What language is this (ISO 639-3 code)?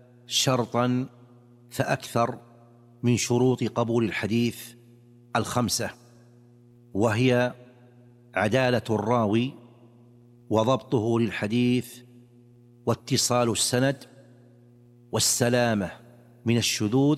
ara